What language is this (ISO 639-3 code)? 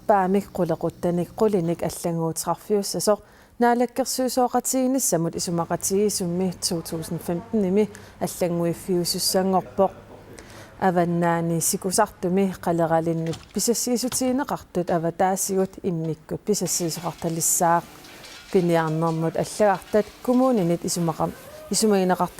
kal